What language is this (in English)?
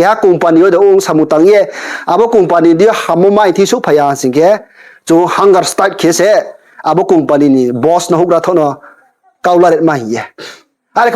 Riang (India)